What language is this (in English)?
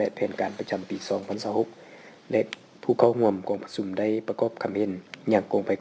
Lao